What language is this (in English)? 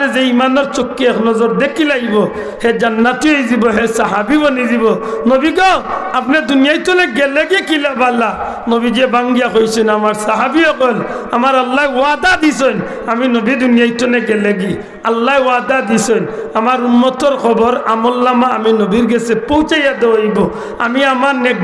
Sylheti